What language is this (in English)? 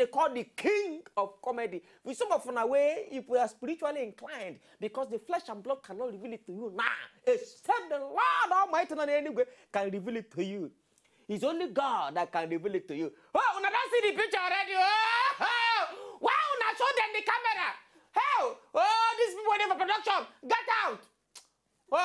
Nigerian Pidgin